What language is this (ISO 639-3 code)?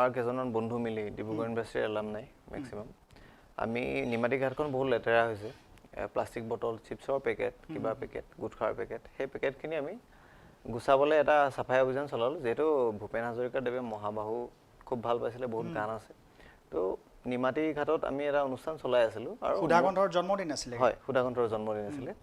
asm